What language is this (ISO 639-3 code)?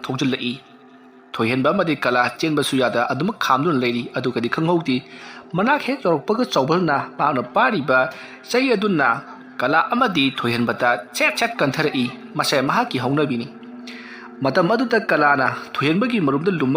mni